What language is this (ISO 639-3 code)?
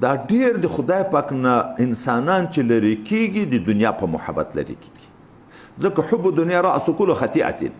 pus